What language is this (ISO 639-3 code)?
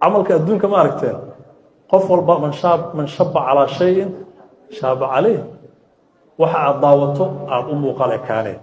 som